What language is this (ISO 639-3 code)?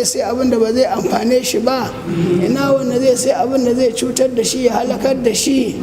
hau